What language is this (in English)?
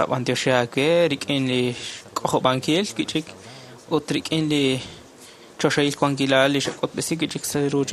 Kekchí